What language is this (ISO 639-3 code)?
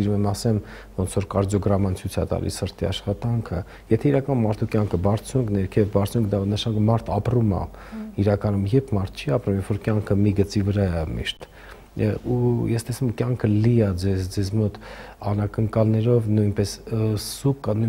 hye